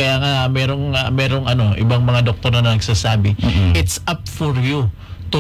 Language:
Filipino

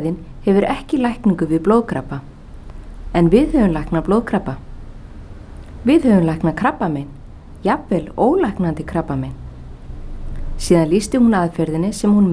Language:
Icelandic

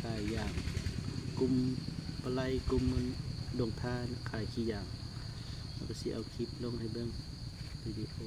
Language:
Lao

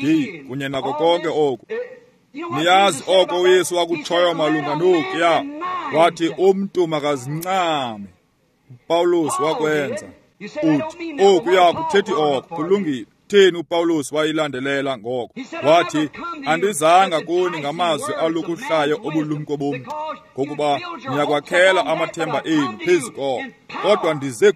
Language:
Xhosa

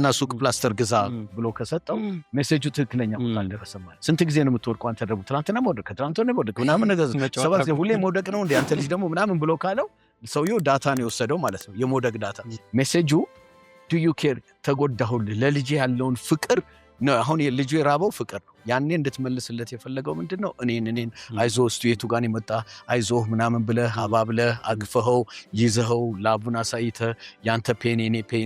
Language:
Amharic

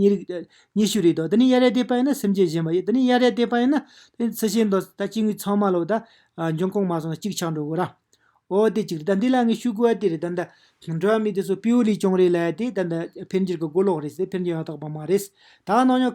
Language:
Tibetan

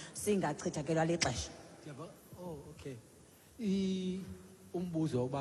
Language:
Xhosa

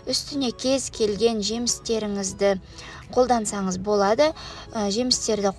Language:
Kazakh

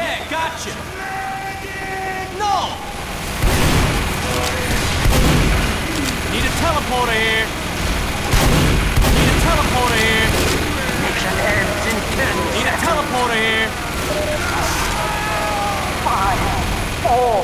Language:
English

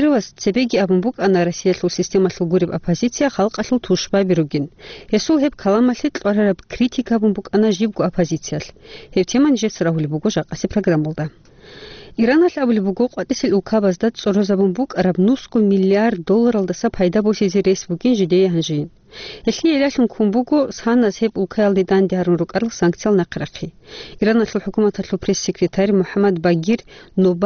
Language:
Avaric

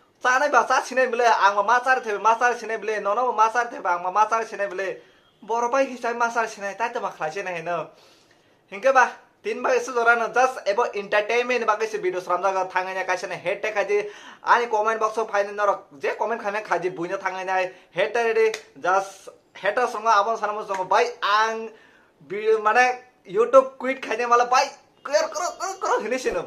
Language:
Kok Borok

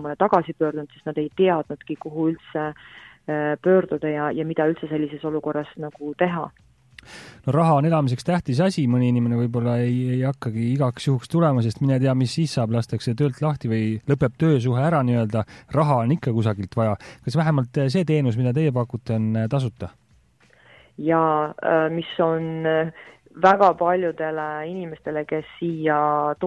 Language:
Estonian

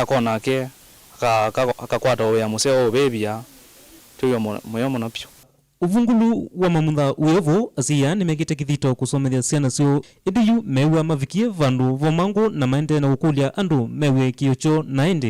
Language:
Kamba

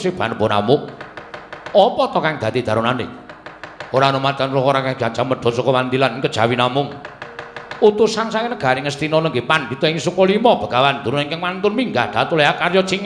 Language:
Javanese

